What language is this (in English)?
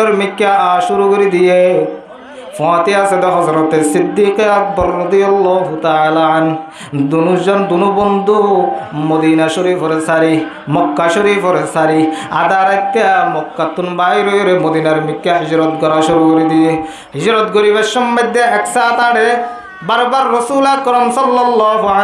Rohingya